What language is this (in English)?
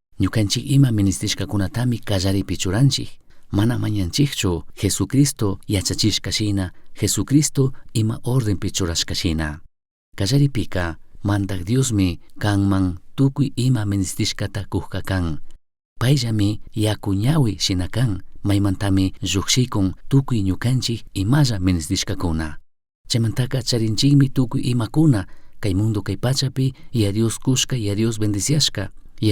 Chimborazo Highland Quichua